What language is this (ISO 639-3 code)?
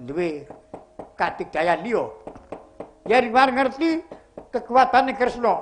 jav